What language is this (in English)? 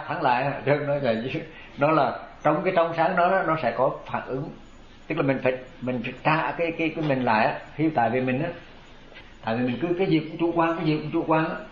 Vietnamese